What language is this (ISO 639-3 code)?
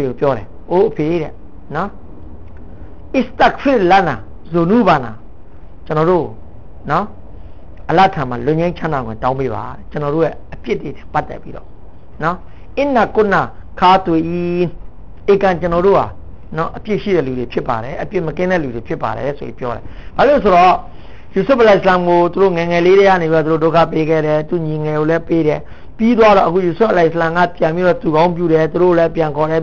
mya